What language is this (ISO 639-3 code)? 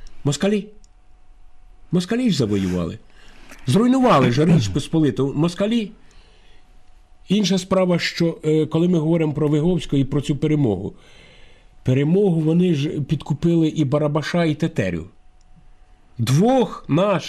ukr